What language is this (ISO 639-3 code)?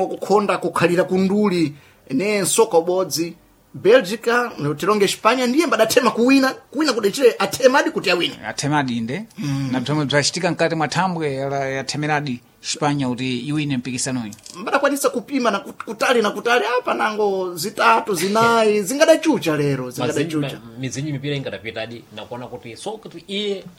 seh